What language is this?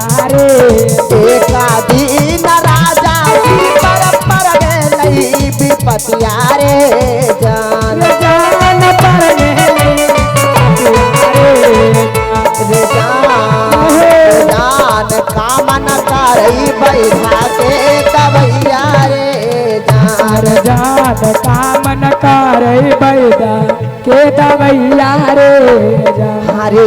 Magahi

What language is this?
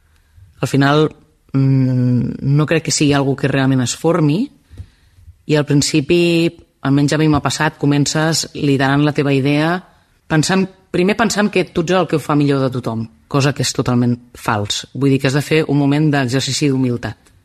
Catalan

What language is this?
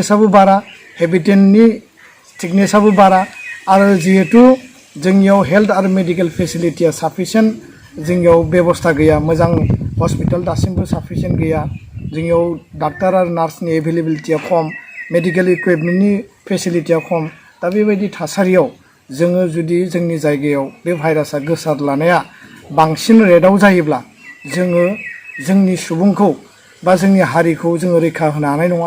Bodo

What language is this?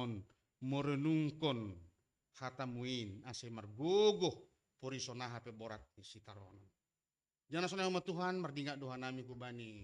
Batak Simalungun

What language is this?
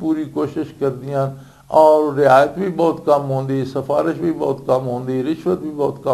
Western Panjabi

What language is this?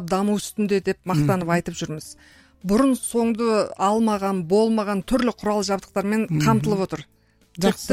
Kazakh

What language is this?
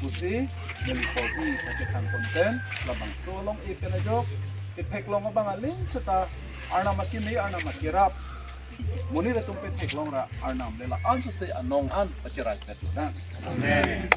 Karbi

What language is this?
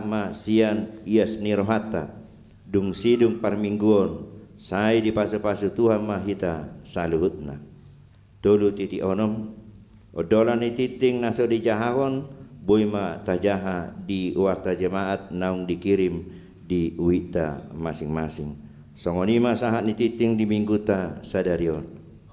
Batak Toba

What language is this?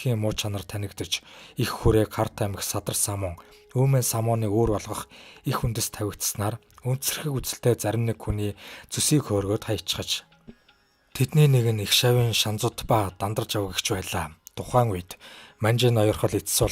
Mongolian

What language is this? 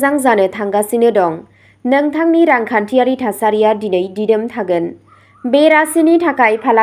Bodo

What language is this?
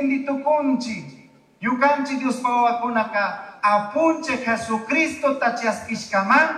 Chimborazo Highland Quichua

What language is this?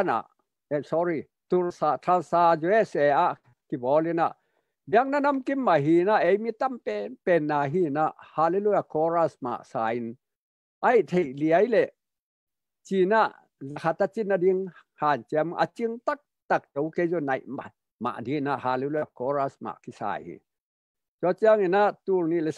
Tedim Chin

